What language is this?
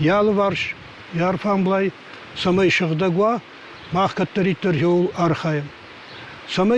Ossetic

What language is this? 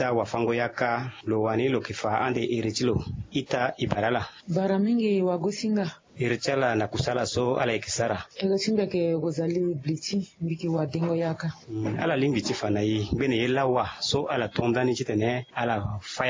Sango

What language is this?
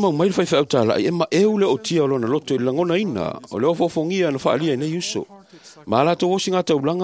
Samoan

